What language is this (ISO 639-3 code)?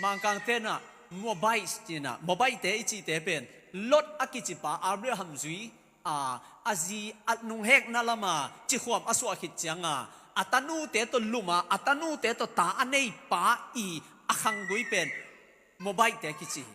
ctd